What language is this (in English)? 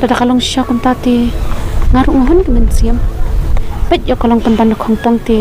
Khasi